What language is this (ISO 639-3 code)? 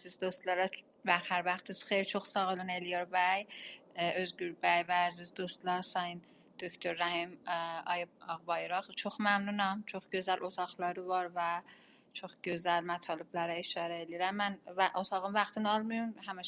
azb